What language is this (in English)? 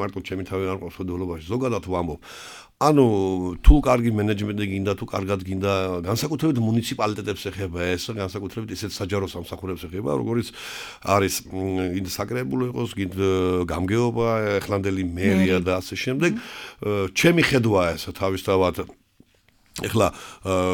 Georgian